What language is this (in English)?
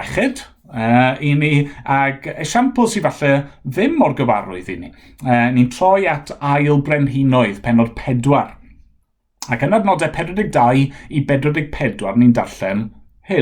Welsh